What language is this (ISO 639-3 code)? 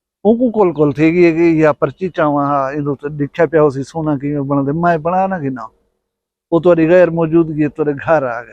skr